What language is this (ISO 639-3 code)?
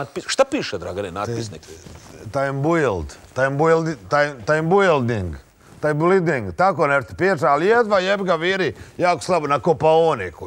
srp